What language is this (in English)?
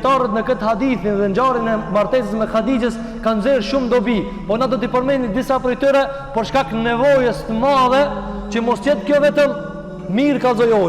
Albanian